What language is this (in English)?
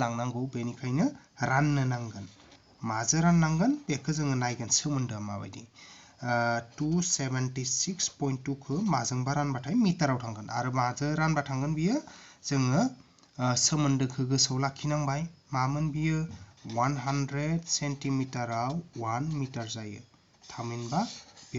Bodo